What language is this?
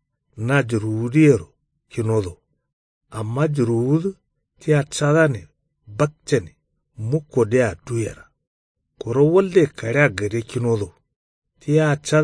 Kanuri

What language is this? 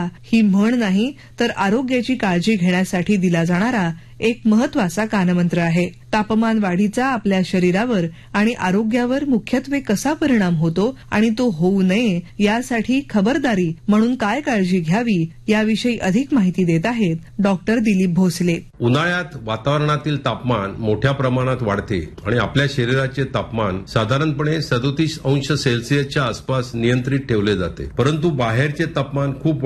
Marathi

